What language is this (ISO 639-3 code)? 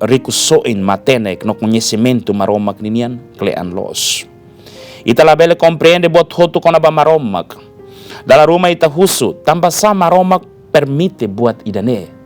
tet